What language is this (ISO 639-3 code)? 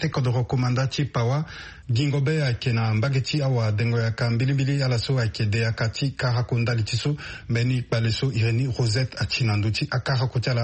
sag